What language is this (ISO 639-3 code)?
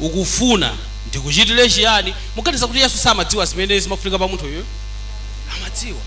nya